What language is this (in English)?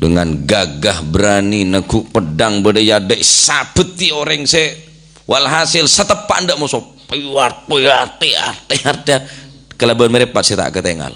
Madurese